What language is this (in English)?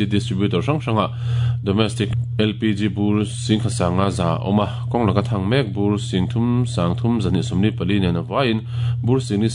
Mizo